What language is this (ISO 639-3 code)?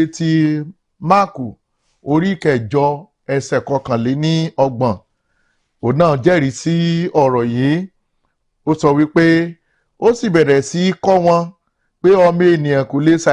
yor